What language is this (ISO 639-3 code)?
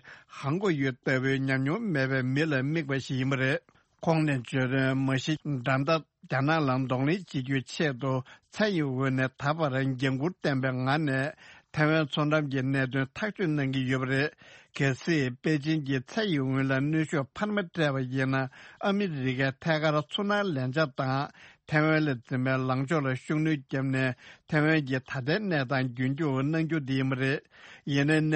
bod